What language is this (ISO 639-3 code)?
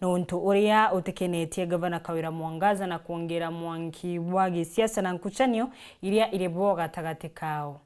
mer